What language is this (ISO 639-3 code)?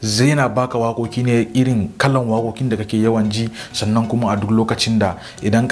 hau